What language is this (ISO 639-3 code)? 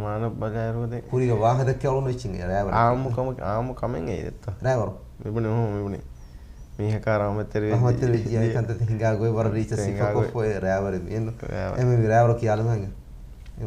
div